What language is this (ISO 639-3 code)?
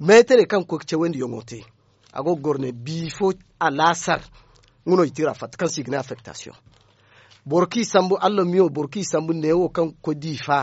dje